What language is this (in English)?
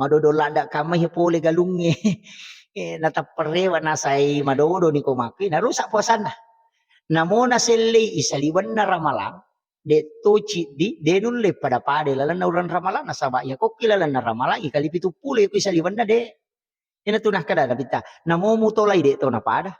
Buginese